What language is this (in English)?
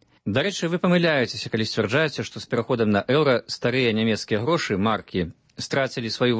Belarusian